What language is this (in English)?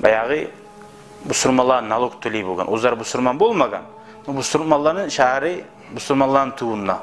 Kumyk